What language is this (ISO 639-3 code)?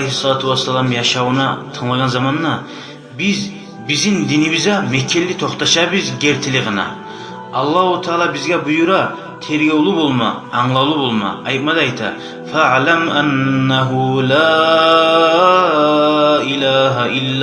kum